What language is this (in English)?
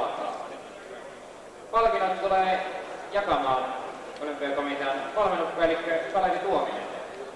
Finnish